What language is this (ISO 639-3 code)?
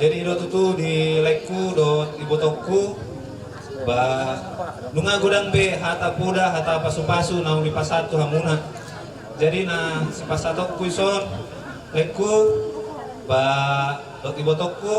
bbc